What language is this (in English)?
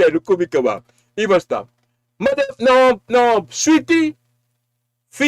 Sranan Tongo